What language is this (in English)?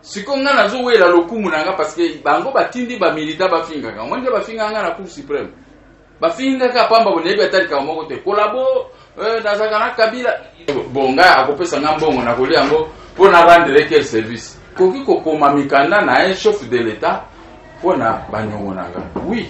Lingala